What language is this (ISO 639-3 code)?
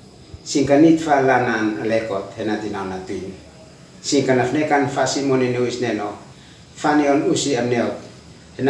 aoz